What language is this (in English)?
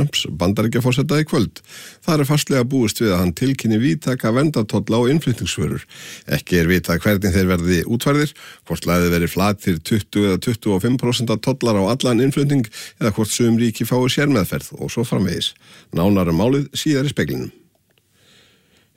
Icelandic